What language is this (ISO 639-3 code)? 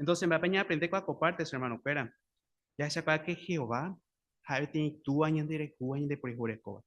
grn